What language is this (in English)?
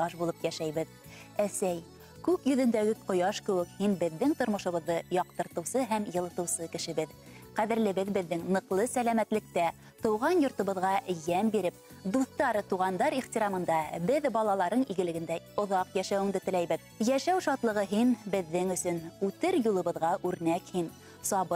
Bashkir